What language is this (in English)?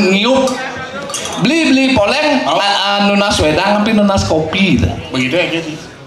Balinese